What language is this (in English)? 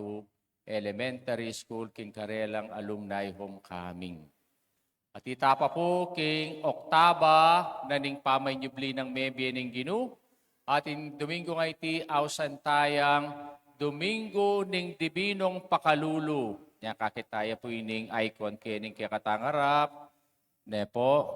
Pampanga